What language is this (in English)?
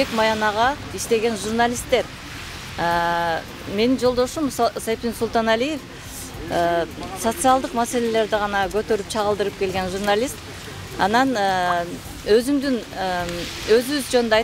Kyrgyz